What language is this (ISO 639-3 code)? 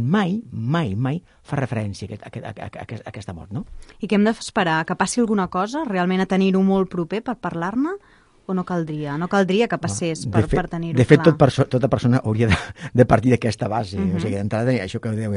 cat